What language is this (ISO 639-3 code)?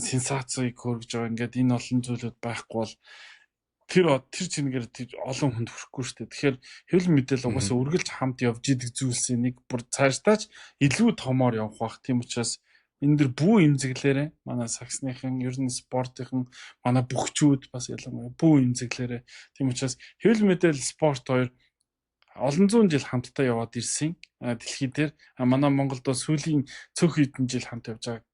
mon